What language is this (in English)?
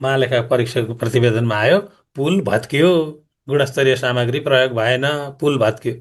Nepali